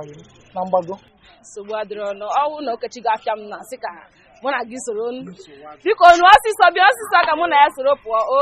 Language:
Igbo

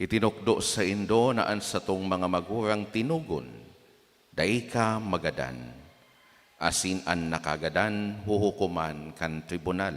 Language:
Bikol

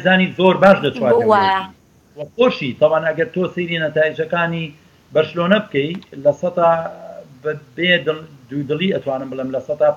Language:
Central Kurdish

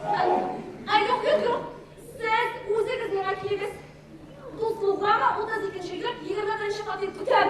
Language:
Tatar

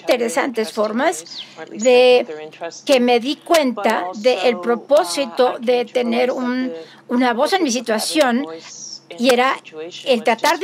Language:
Spanish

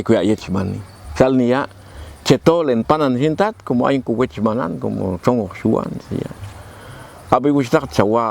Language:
Popti'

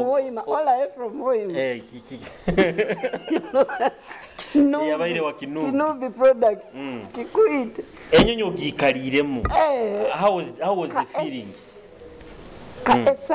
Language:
Nyoro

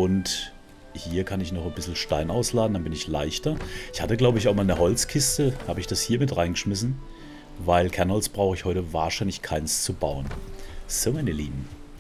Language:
German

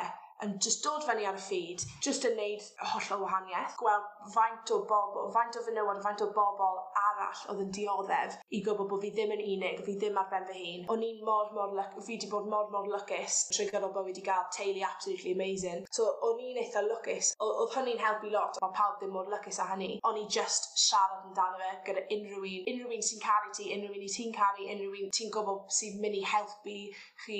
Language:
Welsh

